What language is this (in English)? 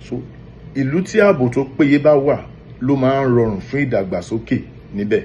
Yoruba